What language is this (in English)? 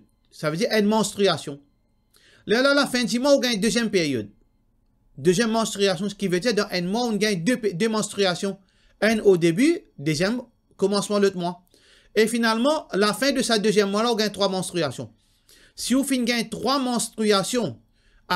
Morisyen